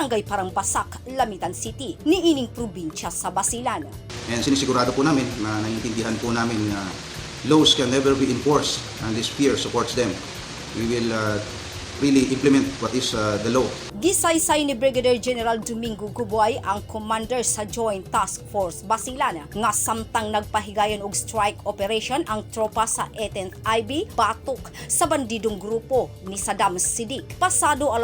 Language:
Cebuano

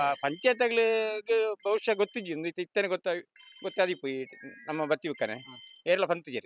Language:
Tulu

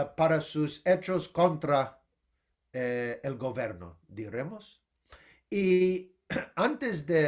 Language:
Ladino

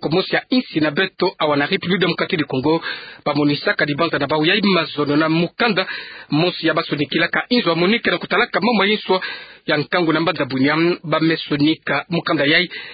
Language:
Kituba (Democratic Republic of Congo)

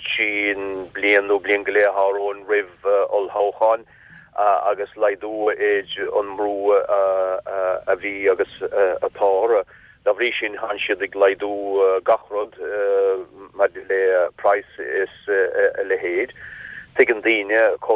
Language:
Irish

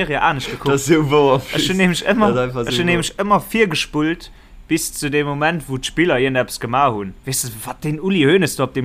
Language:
Luxembourgish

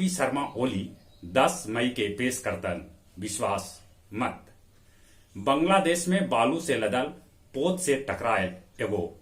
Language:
Magahi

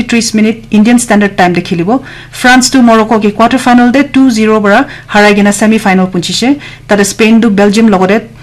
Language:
Naga Pidgin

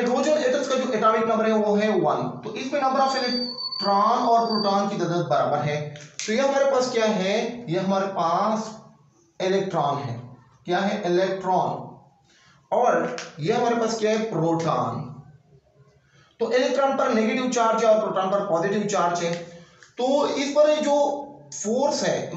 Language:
Hindi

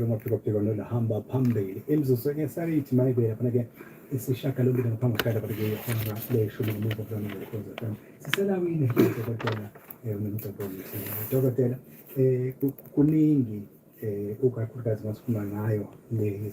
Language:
Zulu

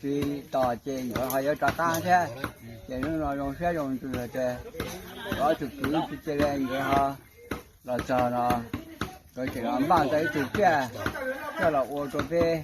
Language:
Hmong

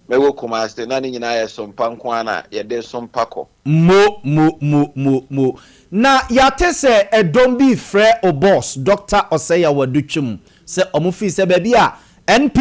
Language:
Akan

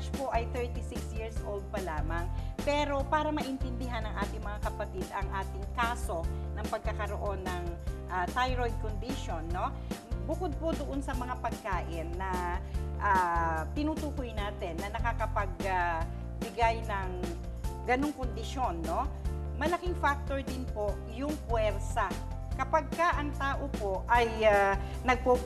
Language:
Filipino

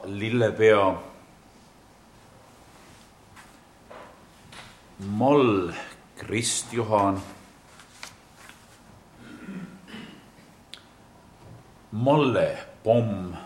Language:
Estonian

